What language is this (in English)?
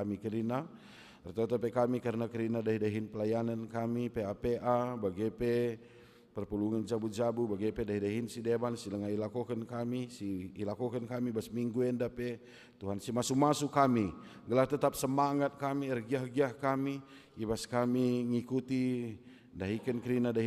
Batak Karo